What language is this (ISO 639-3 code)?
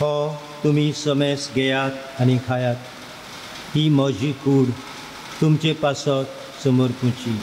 kok